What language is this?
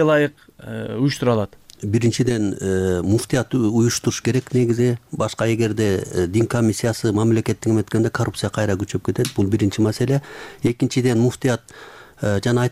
Kyrgyz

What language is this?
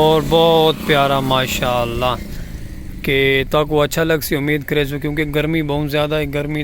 Saraiki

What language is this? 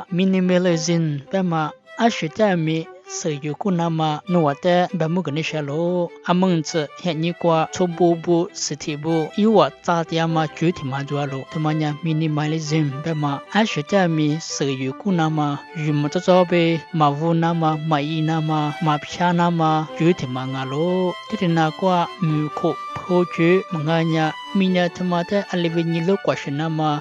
Lisu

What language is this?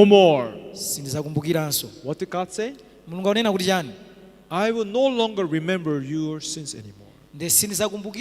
Nyanja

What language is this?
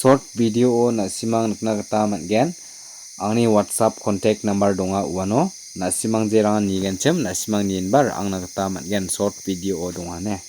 Garo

